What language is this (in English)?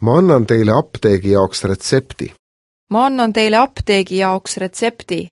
Estonian